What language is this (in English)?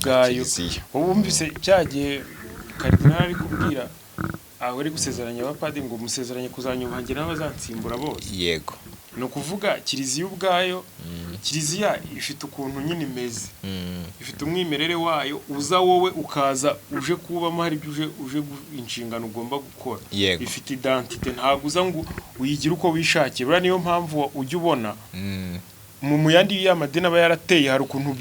Kinyarwanda